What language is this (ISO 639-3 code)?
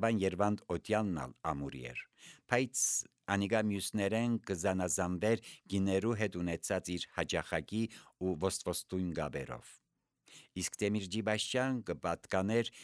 hye